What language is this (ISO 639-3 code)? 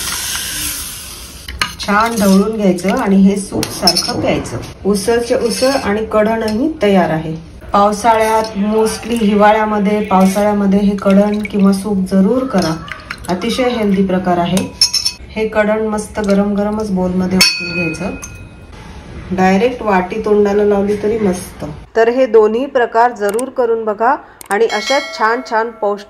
mar